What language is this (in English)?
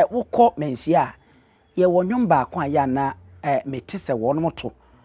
Akan